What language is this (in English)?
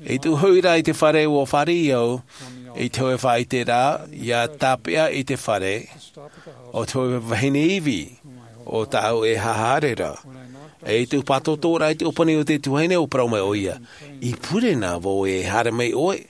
Tahitian